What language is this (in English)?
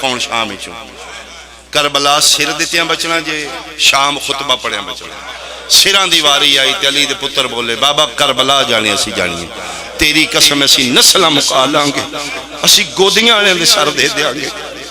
Pahari-Potwari